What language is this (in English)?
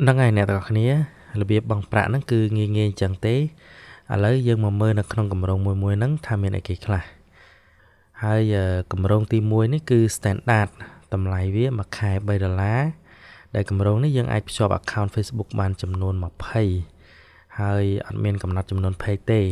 Khmer